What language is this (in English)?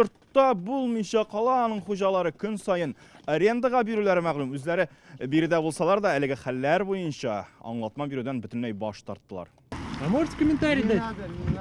Tatar